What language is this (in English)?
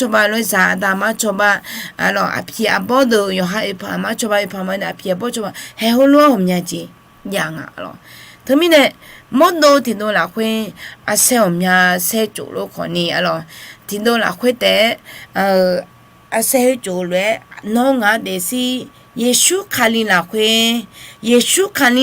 Akha